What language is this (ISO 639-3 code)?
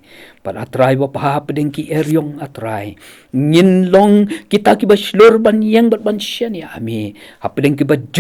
kha